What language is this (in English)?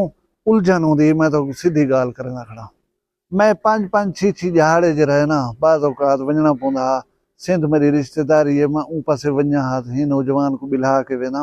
Saraiki